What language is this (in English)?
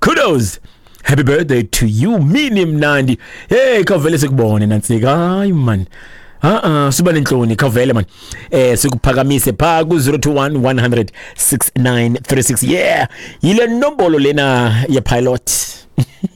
Xhosa